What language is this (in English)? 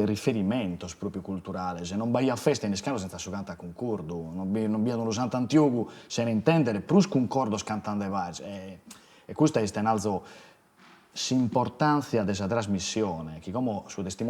Sardinian